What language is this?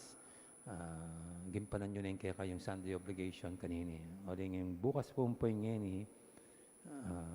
Pampanga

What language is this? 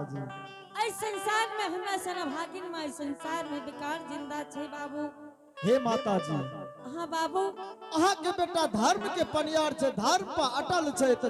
Angika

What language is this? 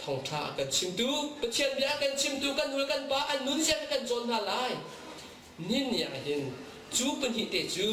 Hakha Chin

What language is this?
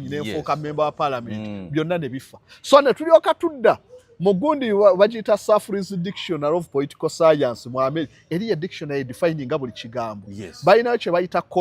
Ganda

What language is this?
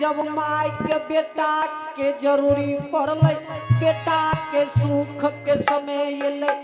Angika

